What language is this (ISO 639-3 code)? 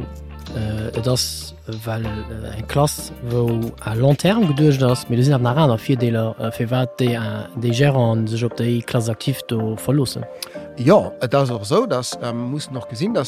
ltz